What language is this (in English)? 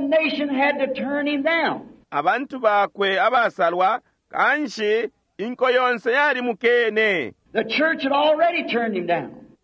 Bemba